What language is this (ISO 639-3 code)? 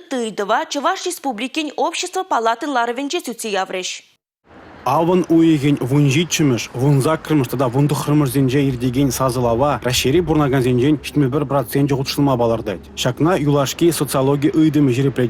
chv